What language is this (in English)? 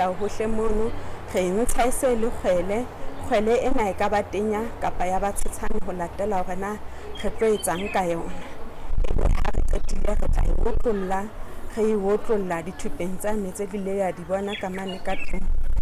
Southern Sotho